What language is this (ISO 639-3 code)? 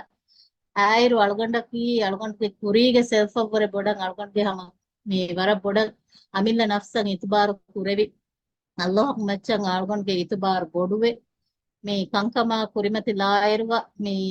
div